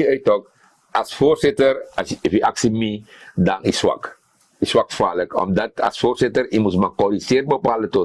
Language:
Sranan Tongo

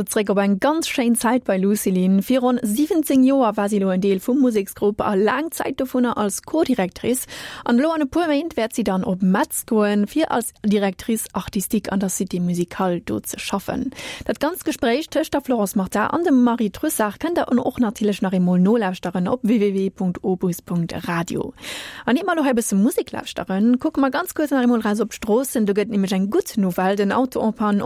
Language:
Luxembourgish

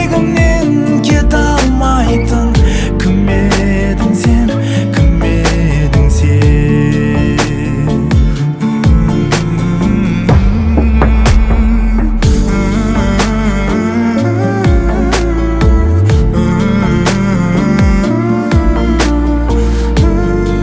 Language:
Kazakh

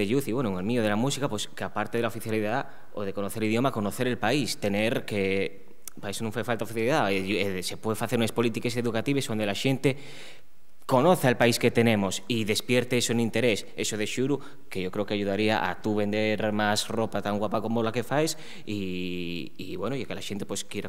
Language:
Asturian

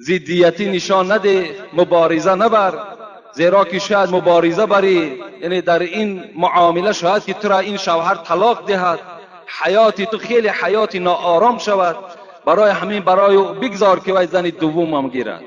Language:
Tajik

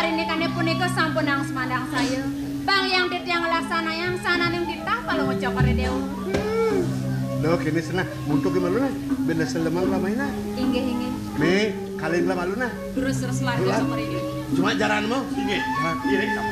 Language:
Balinese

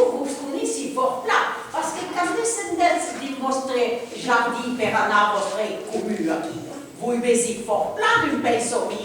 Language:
Occitan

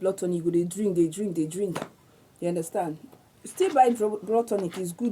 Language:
Nigerian Pidgin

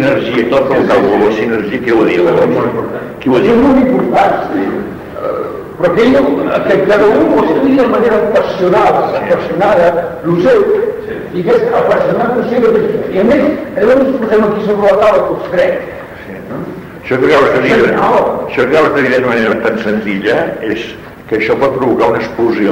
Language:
Catalan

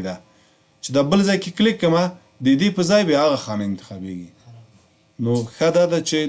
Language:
Pashto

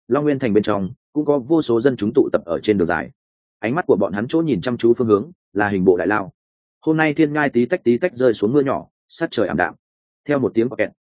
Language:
Vietnamese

